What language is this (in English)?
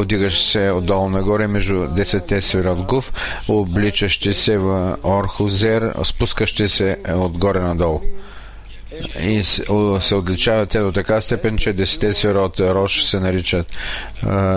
Bulgarian